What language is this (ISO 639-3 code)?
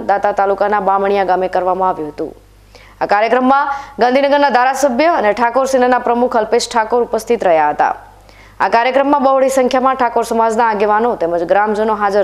guj